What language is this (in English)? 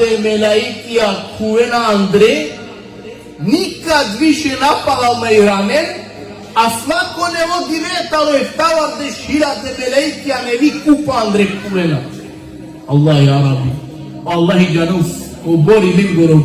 Balkan Romani